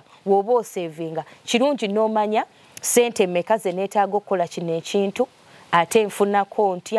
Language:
Ganda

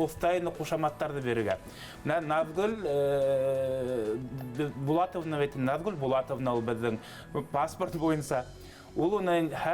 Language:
Bashkir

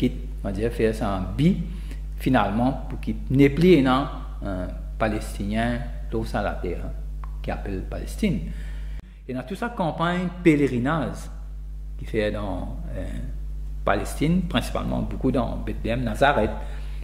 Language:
Morisyen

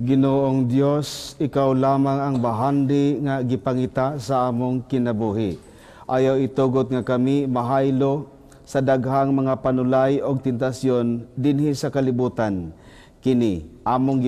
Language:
Cebuano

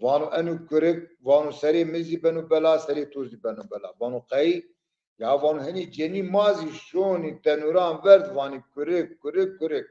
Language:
Zaza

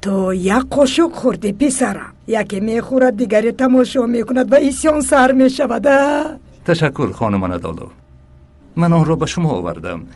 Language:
Tajik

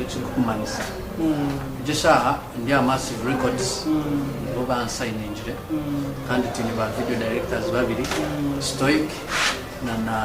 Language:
Nyankole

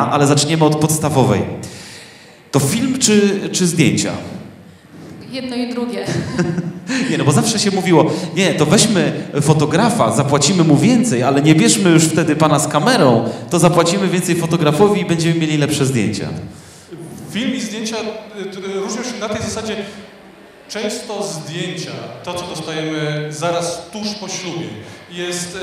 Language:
Polish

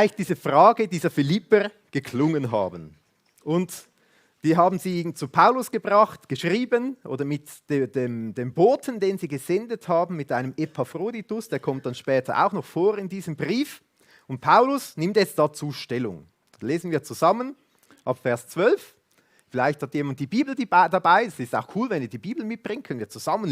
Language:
Swiss German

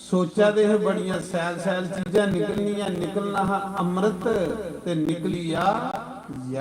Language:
Dogri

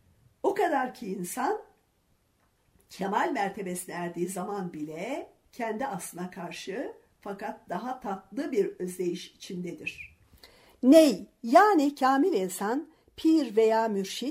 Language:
Turkish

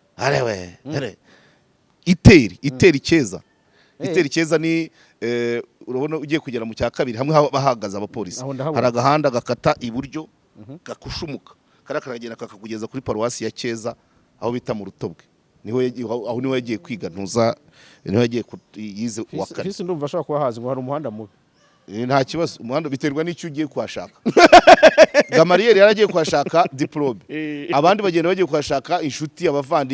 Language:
Kinyarwanda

